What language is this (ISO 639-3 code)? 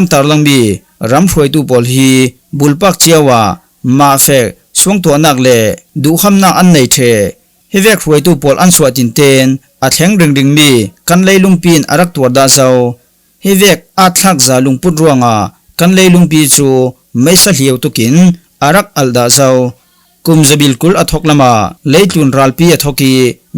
cfm